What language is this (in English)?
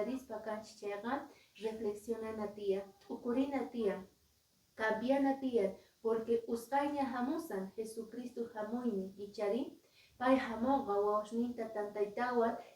Quechua